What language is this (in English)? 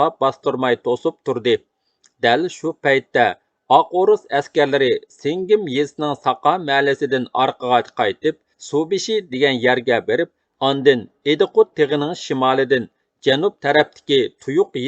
Uyghur